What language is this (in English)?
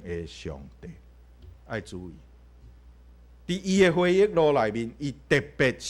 Min Nan Chinese